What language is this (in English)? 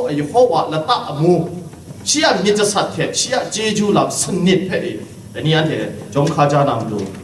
Kachin